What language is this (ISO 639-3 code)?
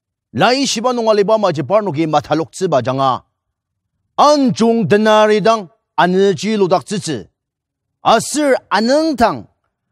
njo